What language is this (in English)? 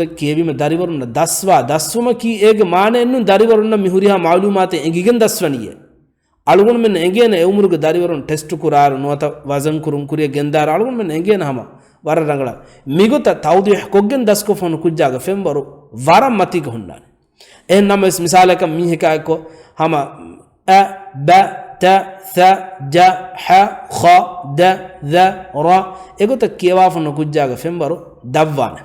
Divehi